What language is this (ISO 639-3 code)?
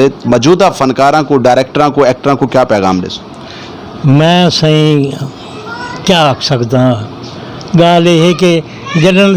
skr